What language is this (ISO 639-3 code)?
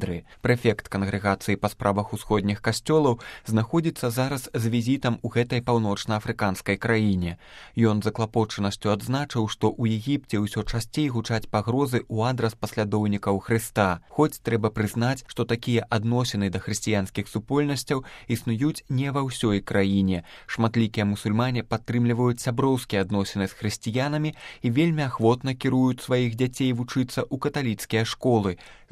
bel